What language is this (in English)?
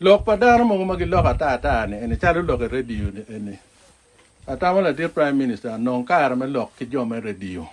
Acoli